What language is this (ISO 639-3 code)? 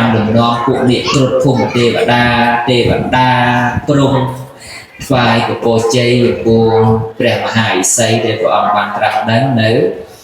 khm